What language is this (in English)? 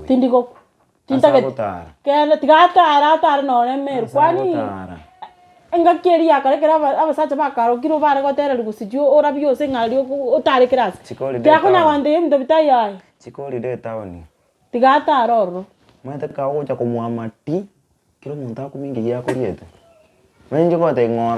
Gusii